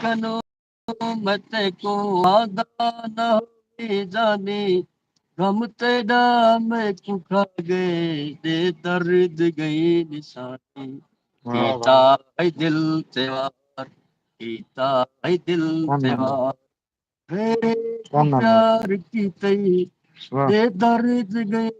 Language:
Saraiki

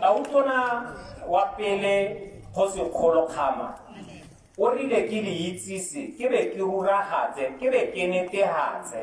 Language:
Tswana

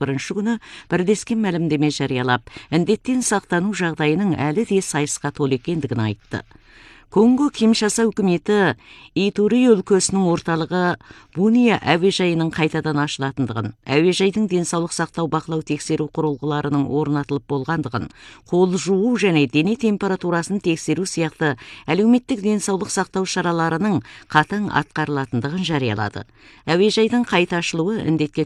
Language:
Kazakh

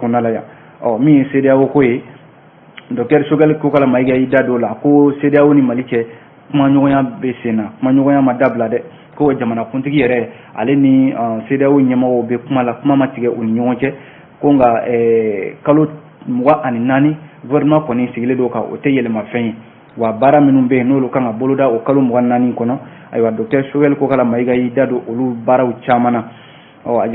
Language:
Bambara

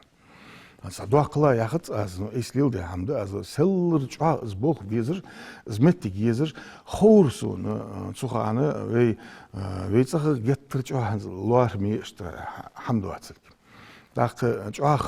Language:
Ingush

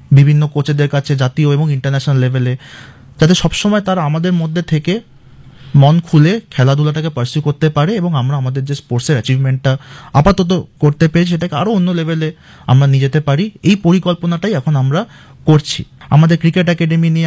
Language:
Bangla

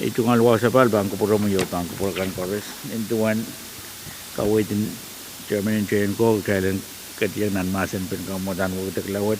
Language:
Pohnpeian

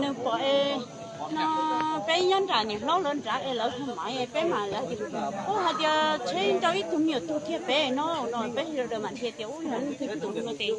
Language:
Hmong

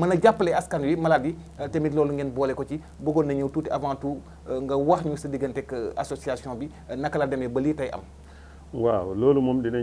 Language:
Wolof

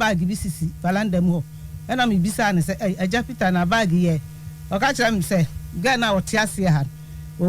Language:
Akan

